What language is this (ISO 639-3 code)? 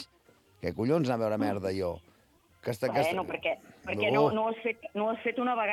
cat